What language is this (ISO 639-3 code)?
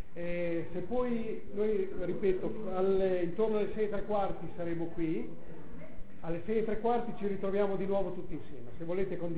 ita